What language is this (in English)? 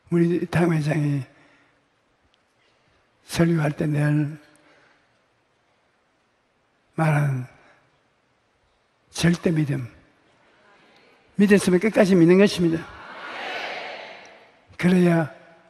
Korean